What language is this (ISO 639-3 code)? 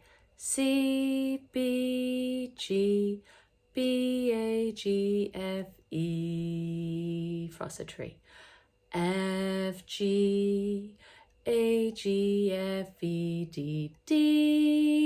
gle